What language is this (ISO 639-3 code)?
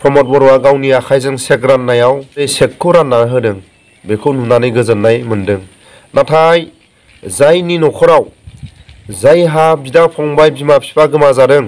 brx